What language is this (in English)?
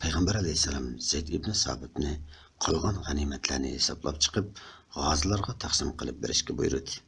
Uyghur